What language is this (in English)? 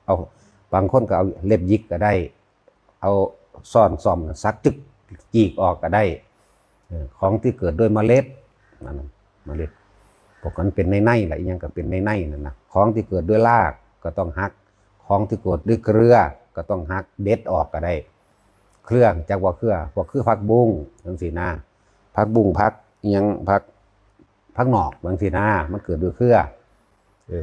Northeastern Thai